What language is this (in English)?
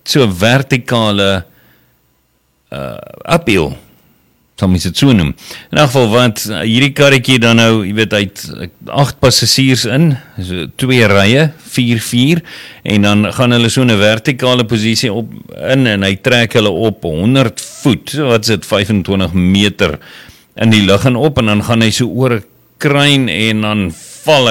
Afrikaans